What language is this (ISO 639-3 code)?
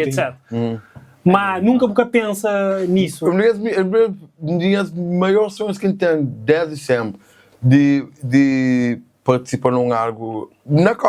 kea